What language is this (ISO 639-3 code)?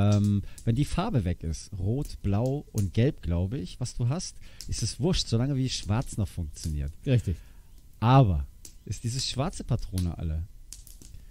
deu